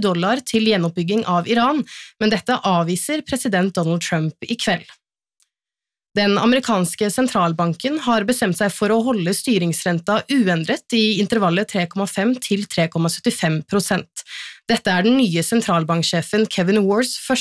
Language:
Norwegian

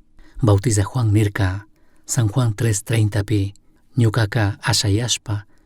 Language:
Chimborazo Highland Quichua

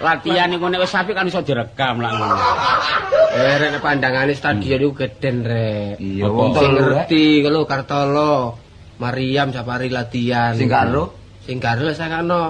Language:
Javanese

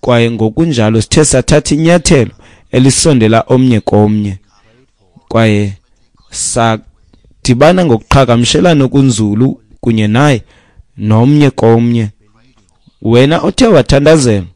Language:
Xhosa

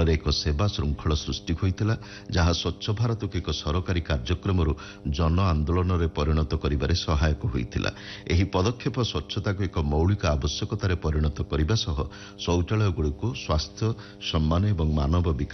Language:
Odia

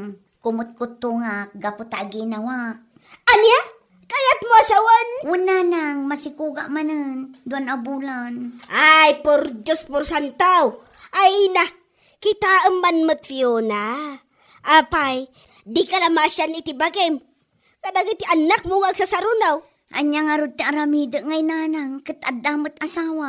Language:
Iloko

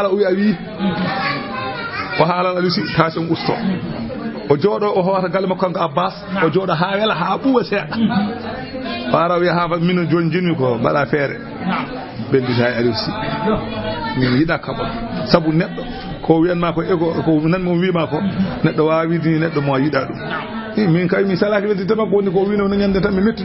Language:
Fula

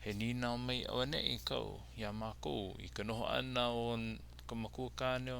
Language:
Hawaiian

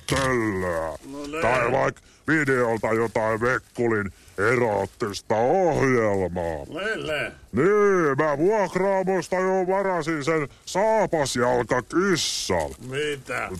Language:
Finnish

